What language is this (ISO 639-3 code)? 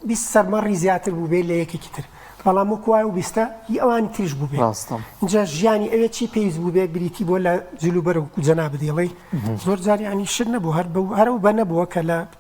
ckb